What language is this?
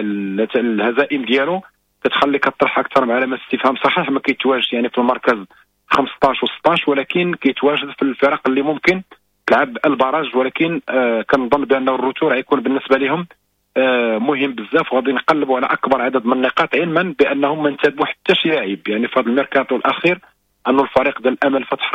Moroccan Arabic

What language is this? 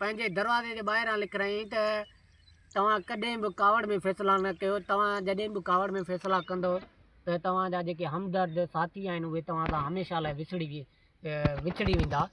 Sindhi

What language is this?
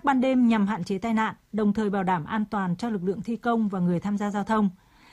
Vietnamese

